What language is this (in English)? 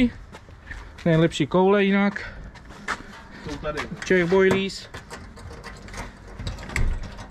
Czech